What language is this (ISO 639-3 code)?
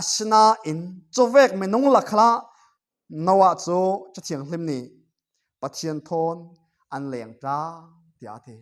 cfm